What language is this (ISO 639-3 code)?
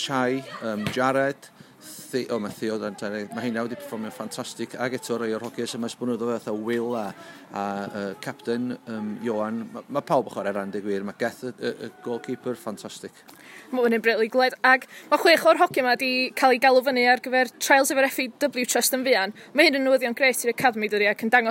cym